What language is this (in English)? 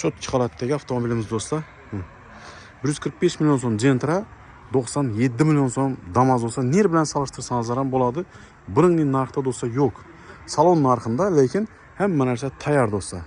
Uzbek